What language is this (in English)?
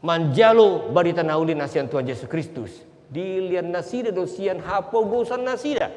Batak Toba